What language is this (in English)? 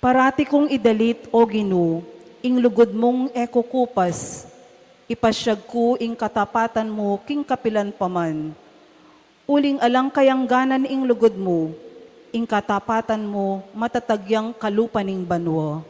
Pampanga